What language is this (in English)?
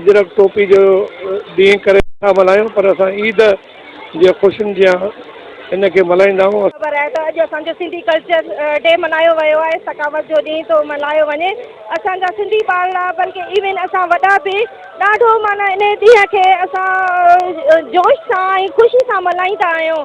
Sindhi